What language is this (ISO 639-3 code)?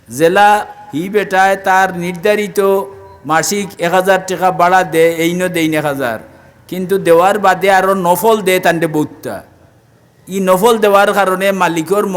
syl